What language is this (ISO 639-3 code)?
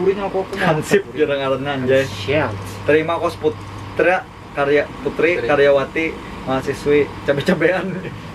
bjn